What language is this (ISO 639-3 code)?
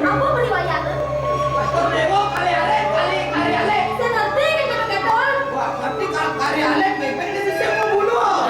ban